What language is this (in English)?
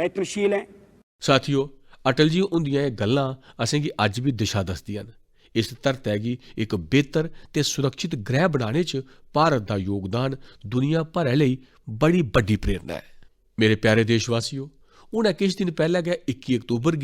Dogri